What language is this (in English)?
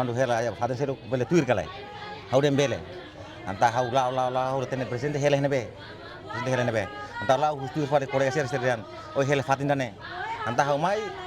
Tetum